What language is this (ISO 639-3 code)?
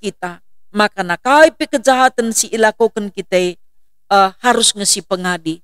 btx